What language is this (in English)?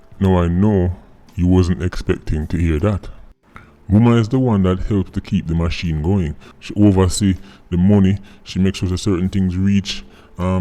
Jamaican Creole English